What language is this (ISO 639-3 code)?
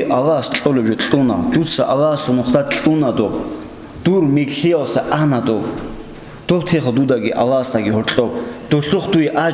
ava